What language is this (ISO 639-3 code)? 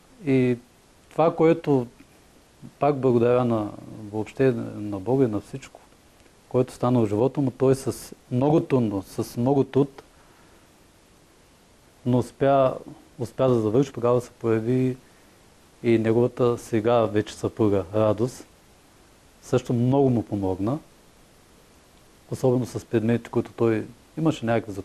bul